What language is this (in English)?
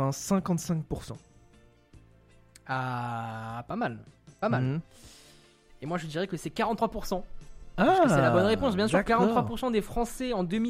French